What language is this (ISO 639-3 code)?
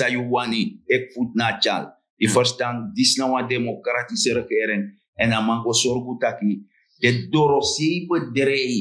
srn